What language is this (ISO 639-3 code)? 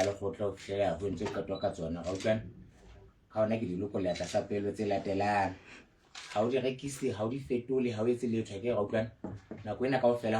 sot